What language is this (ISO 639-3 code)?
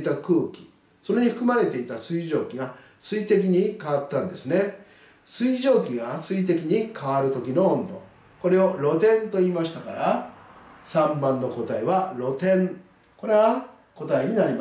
jpn